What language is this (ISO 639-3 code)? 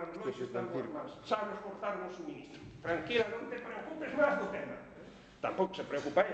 glg